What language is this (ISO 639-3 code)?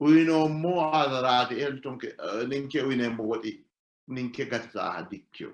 sid